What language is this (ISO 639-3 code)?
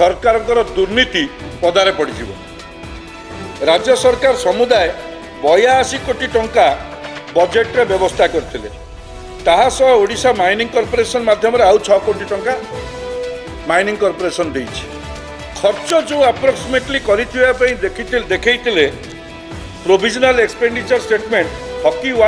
ori